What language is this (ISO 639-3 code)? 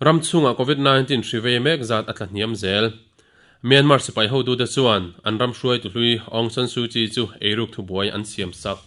lus